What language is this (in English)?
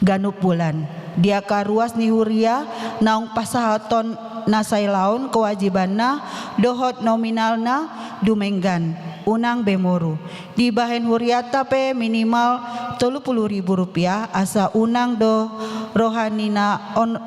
Batak Toba